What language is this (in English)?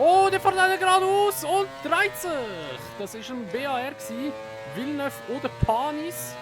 Swiss German